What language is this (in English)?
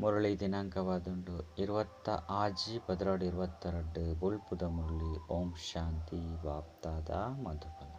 Tulu